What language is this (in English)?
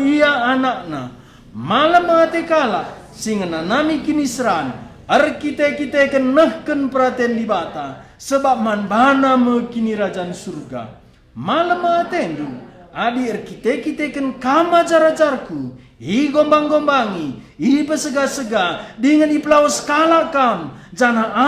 Batak Karo